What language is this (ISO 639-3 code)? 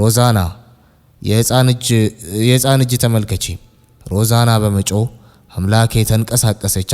amh